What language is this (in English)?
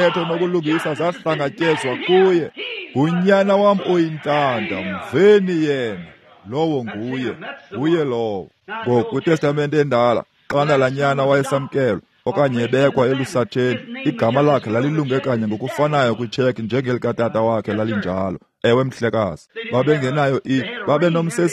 Xhosa